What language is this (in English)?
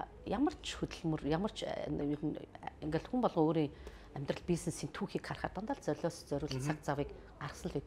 Mongolian